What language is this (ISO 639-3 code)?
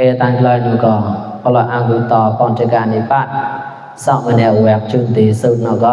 mnw